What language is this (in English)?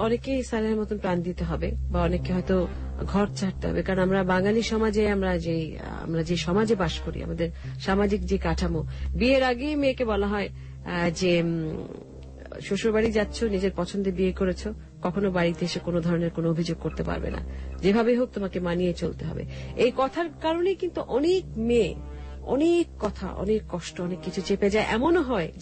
Bangla